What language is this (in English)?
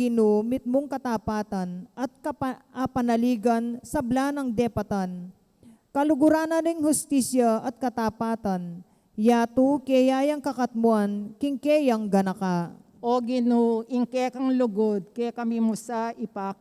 Pampanga